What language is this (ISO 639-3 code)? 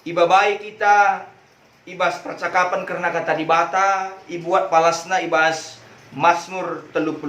btx